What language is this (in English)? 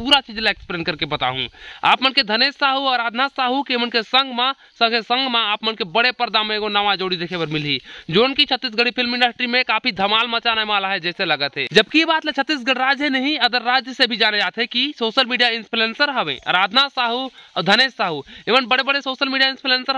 Chhattisgarhi